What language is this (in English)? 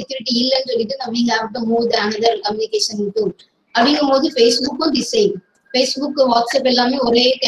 Tamil